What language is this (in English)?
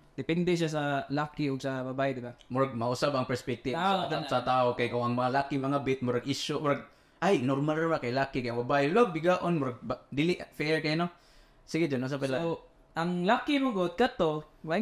Cebuano